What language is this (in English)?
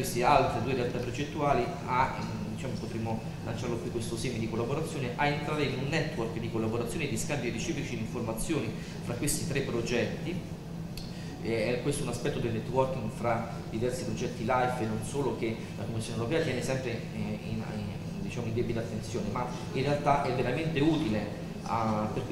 Italian